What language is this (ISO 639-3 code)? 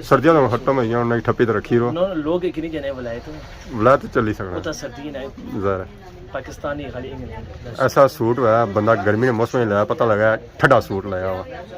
phr